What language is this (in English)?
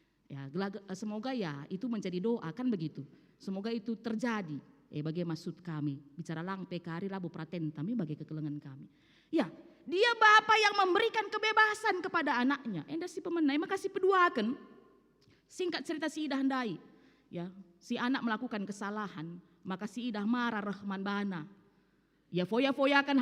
Batak Karo